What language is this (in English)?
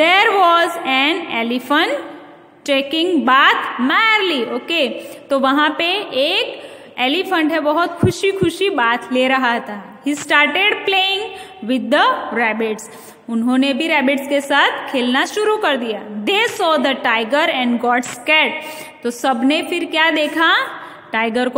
Hindi